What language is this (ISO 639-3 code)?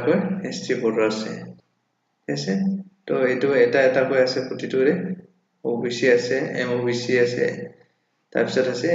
asm